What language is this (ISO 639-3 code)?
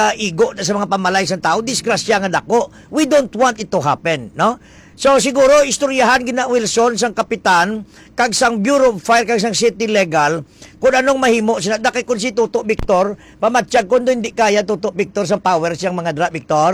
hil